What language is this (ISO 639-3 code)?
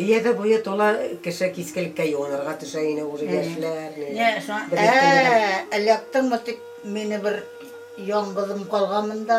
bak